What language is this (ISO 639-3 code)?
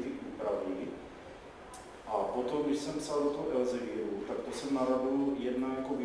ces